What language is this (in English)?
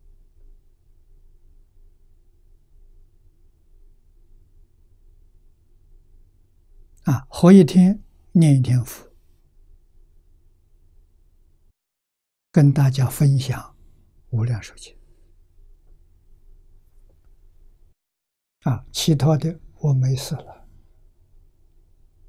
Chinese